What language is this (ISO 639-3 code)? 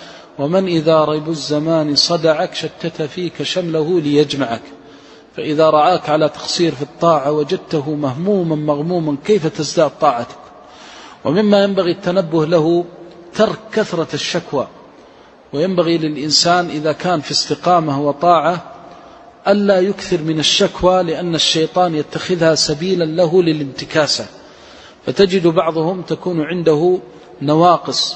ara